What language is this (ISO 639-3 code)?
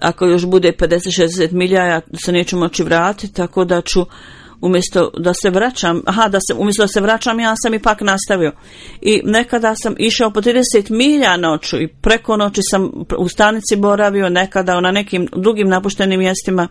bos